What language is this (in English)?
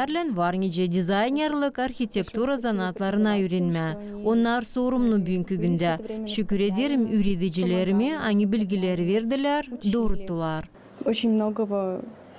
Gagauz